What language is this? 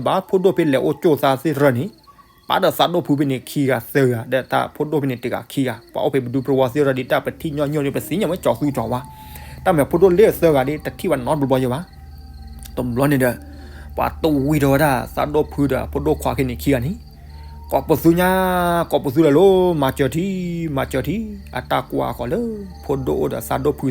S'gaw Karen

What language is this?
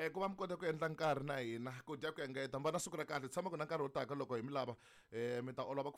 Tsonga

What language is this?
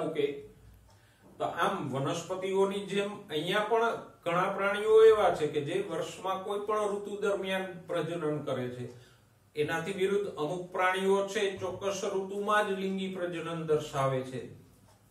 Gujarati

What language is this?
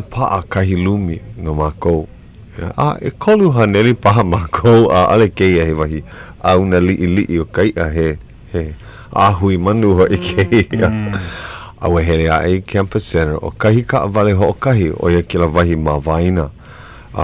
Hawaiian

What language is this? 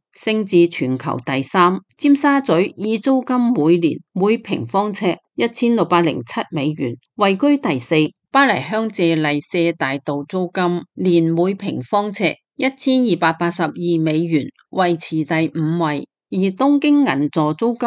Cantonese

